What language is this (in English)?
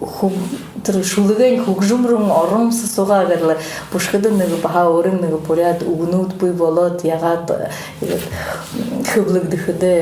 Buriat